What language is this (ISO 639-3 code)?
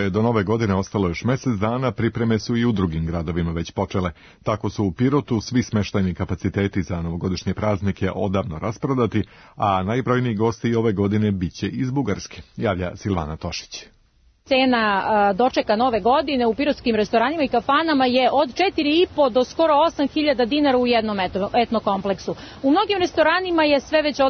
srp